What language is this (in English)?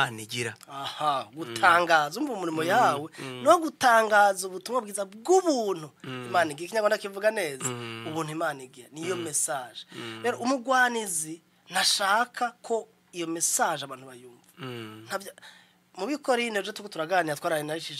Rundi